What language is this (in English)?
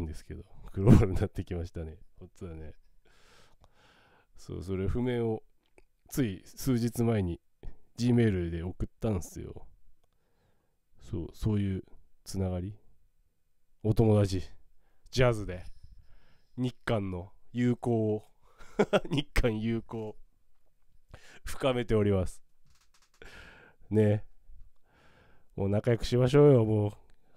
Japanese